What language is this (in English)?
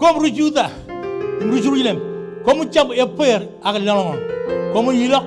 Marshallese